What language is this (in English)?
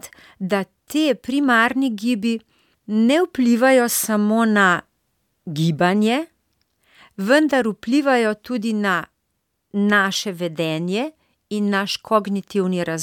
Slovenian